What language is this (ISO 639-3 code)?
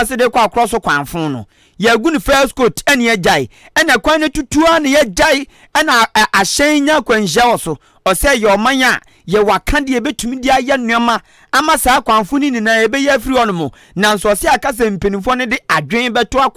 aka